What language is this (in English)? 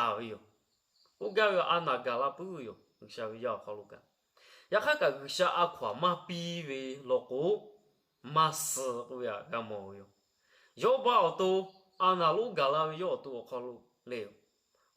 Lahu